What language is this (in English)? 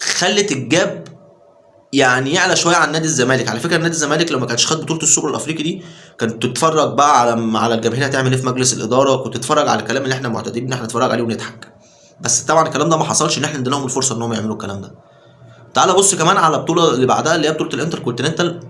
Egyptian Arabic